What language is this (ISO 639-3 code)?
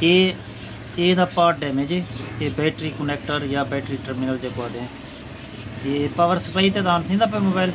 skr